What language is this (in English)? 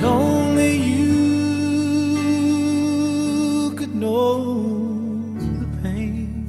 Pohnpeian